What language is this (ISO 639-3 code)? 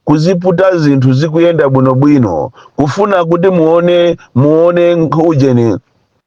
nya